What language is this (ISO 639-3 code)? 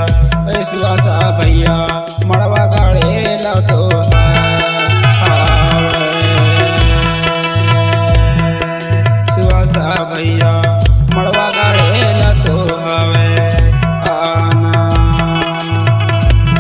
bho